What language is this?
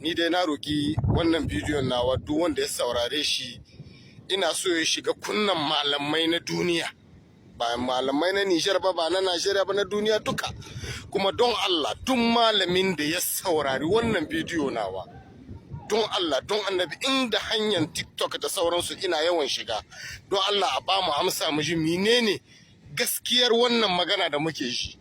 Hausa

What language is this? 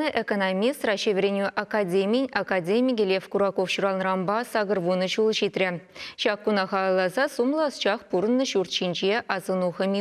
Chuvash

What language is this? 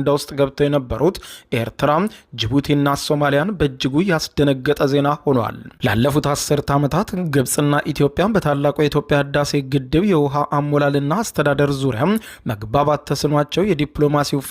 Amharic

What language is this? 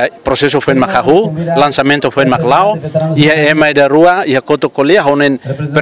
Tetum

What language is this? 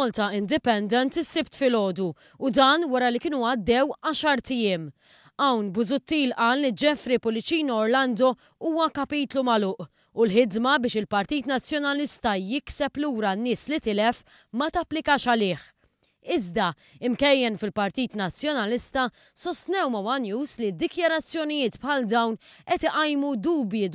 Maltese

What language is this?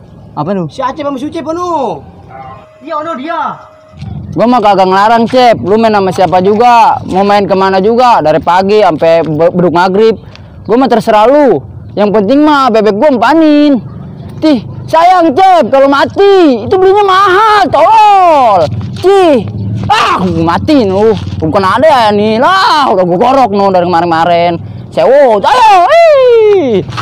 Betawi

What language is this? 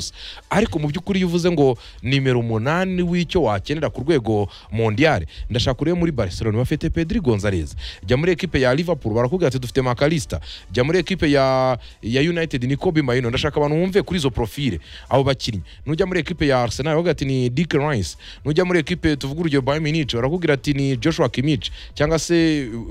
Kinyarwanda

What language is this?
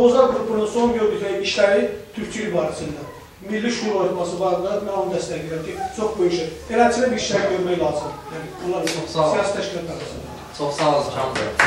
South Azerbaijani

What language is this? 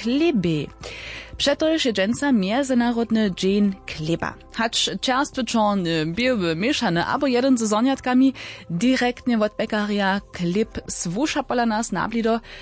Upper Sorbian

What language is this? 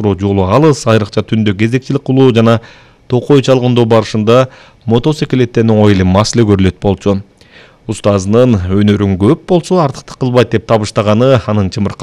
Kyrgyz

